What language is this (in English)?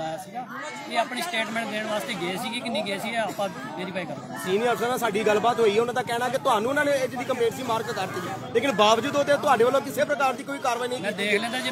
Punjabi